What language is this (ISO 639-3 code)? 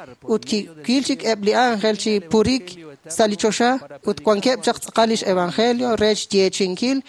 kek